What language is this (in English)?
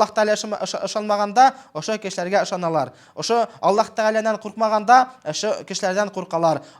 Bashkir